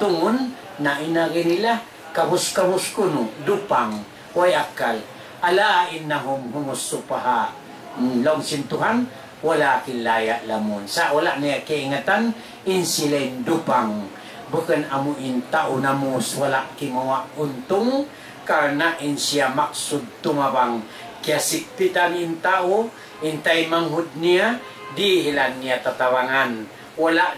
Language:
Tausug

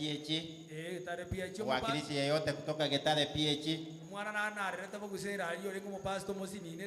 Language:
Gusii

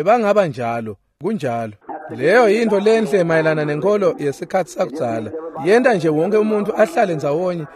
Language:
Swati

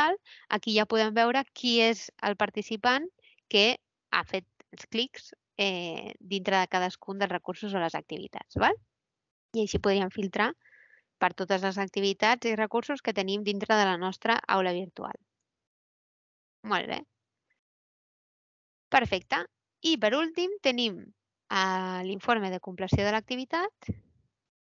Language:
Catalan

